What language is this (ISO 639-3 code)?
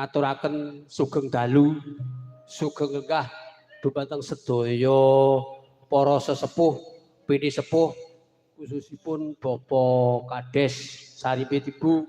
jav